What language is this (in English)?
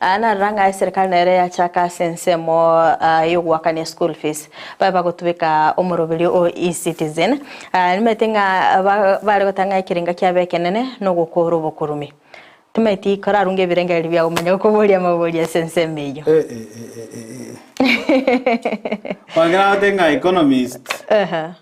Gusii